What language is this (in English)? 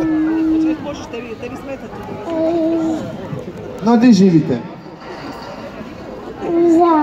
Croatian